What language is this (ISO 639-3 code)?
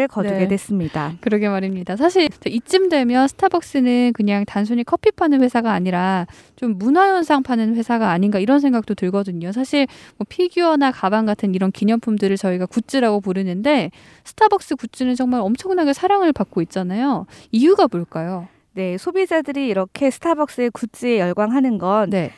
kor